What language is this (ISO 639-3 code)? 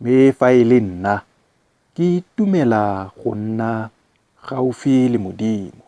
tsn